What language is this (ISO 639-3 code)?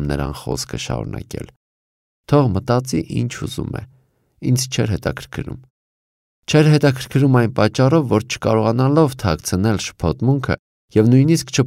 hye